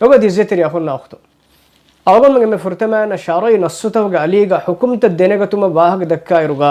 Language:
Divehi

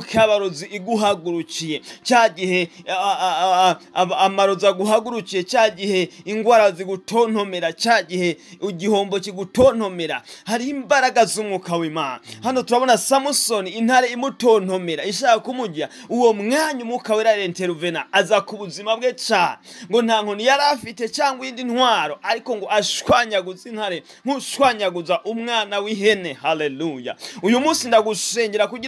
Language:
Kinyarwanda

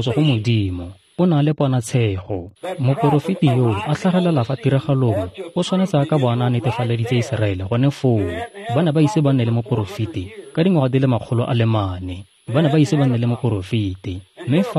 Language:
Tswana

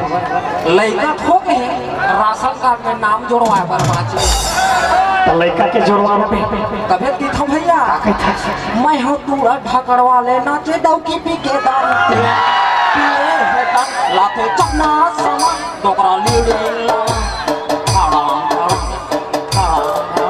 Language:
Chhattisgarhi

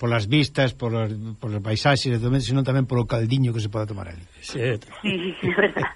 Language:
Galician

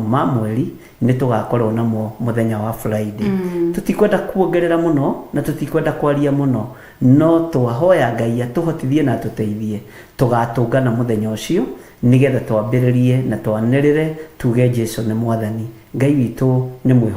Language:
Kikuyu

